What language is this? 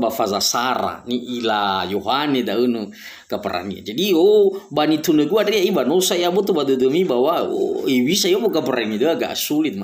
Nias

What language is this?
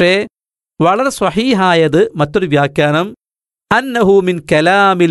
Malayalam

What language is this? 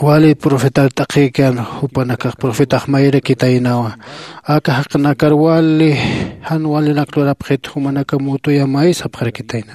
Aymara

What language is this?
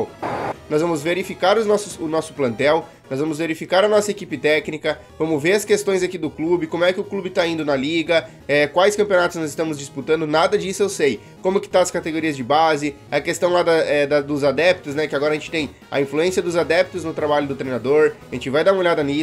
Portuguese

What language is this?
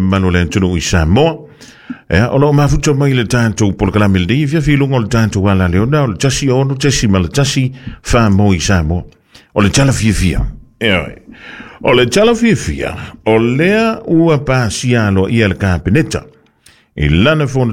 Samoan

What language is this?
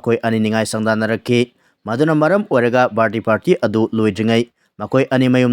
Manipuri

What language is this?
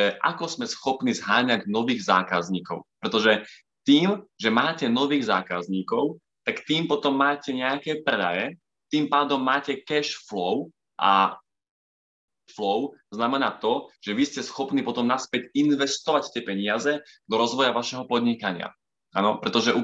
Slovak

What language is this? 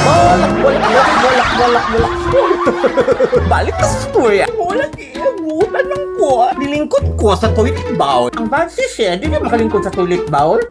Cebuano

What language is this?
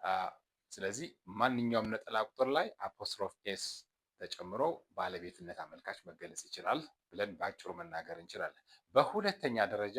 Amharic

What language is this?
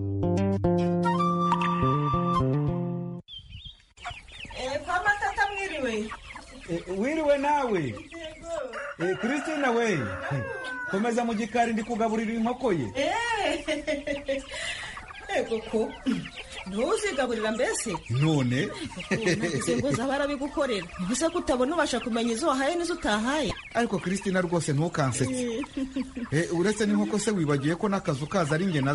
Kinyarwanda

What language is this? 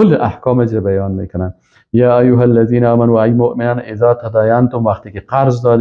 Persian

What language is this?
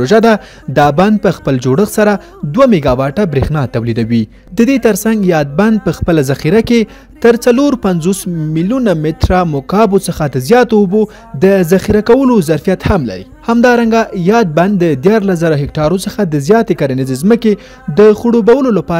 Pashto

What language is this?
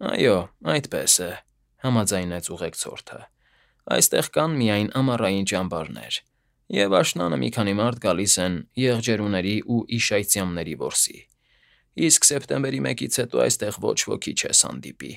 Armenian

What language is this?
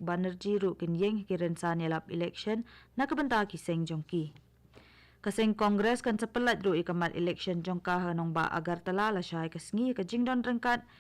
Khasi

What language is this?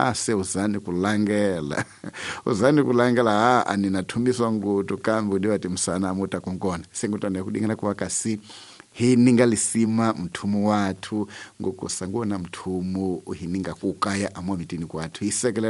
Tsonga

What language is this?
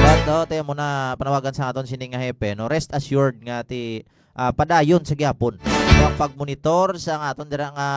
Hiligaynon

